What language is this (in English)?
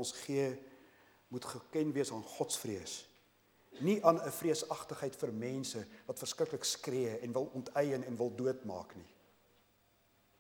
Afrikaans